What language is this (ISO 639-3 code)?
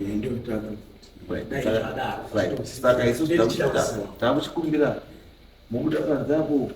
sna